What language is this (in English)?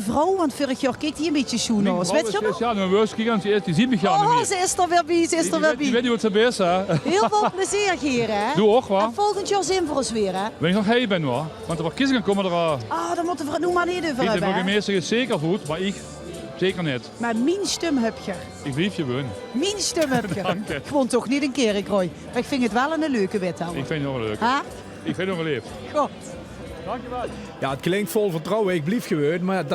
Limburgish